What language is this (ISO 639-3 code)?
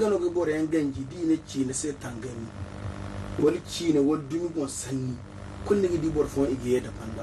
dje